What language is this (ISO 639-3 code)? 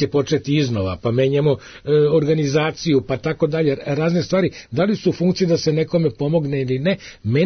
srp